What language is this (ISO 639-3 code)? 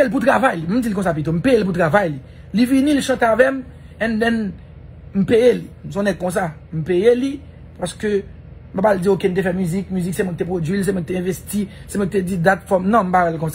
hat